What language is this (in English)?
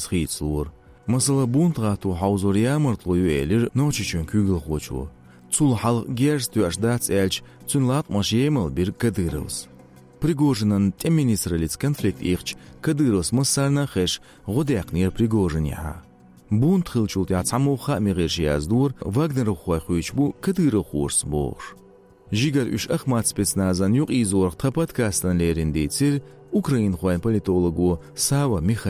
Chechen